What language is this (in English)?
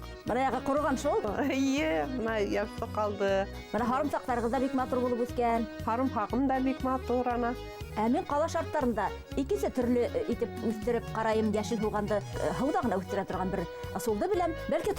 Bashkir